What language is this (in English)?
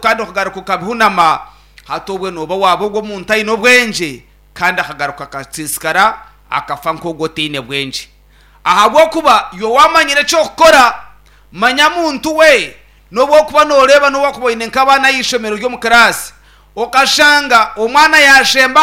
Nyankole